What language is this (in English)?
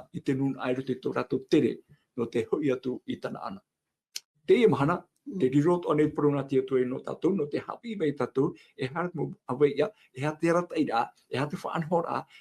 Tahitian